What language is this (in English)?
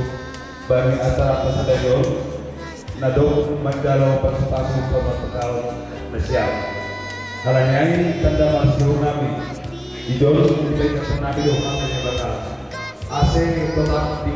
Batak Simalungun